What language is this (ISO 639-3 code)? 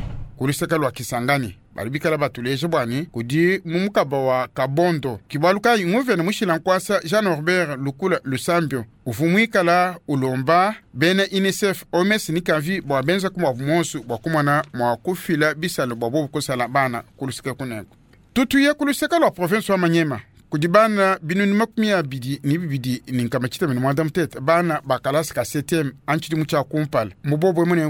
lua